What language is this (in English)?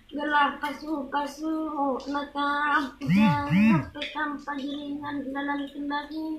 Batak Karo